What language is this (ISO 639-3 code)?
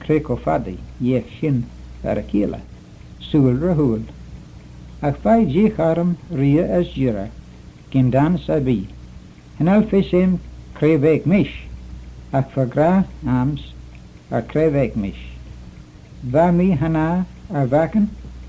glv